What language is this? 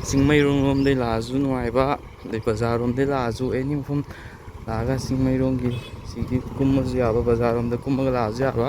Manipuri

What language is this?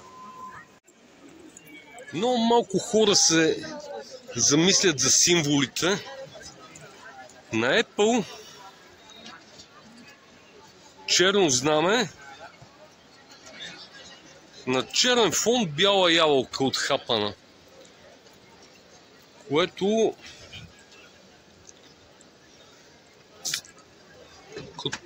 Bulgarian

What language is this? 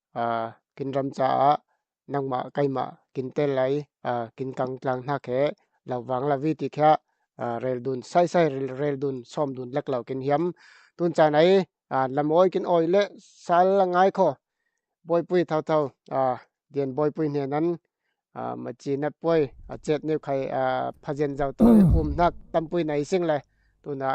Falam Chin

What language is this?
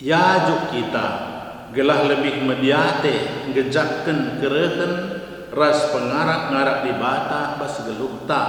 Batak Karo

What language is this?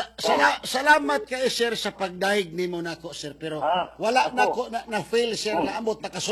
Cebuano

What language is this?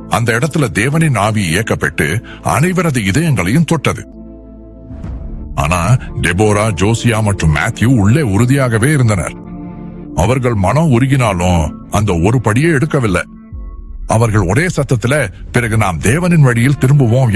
Tamil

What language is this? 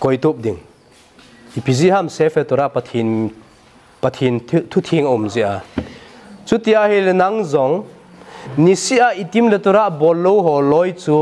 Thado Chin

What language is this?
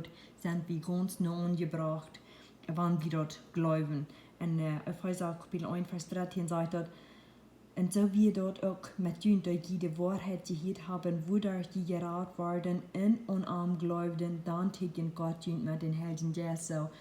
Plautdietsch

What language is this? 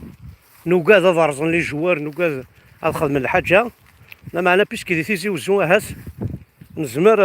Kabyle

